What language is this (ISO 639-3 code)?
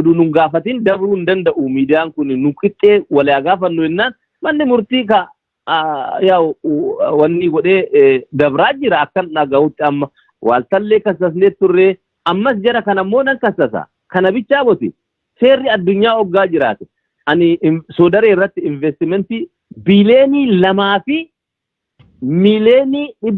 orm